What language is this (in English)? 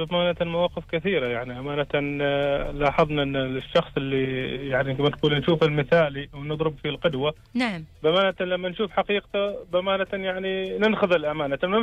Gulf Arabic